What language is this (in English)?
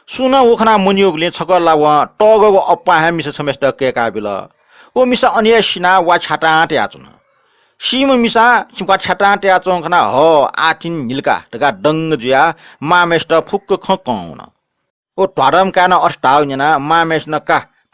Newari